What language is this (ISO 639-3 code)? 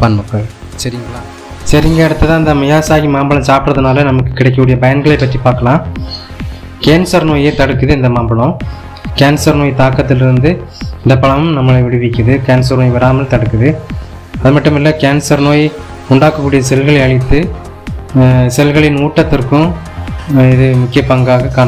tam